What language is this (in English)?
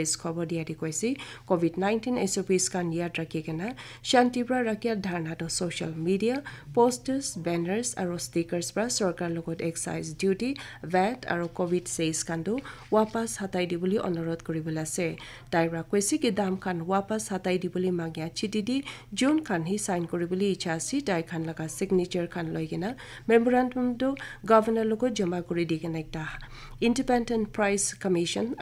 Naga Pidgin